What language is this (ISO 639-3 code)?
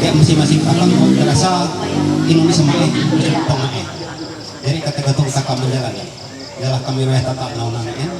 mhy